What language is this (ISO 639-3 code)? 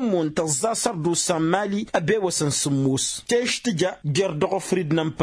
taq